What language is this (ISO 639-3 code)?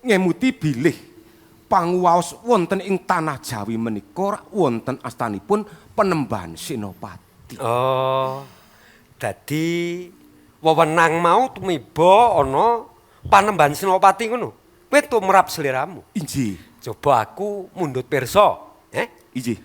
jav